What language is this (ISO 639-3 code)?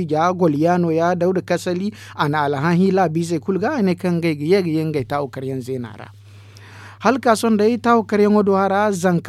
dje